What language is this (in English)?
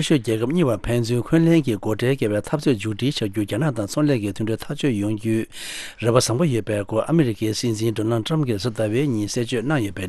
Tibetan